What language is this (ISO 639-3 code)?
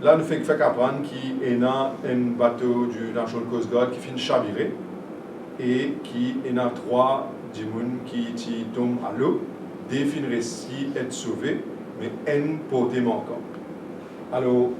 mfe